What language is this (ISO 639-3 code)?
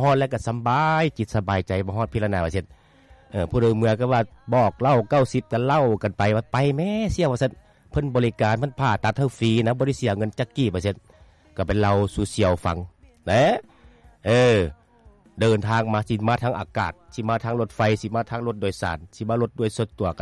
lao